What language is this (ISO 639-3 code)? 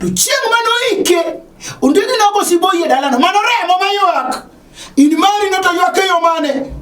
luo